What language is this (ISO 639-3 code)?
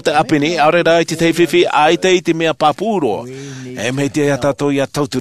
tah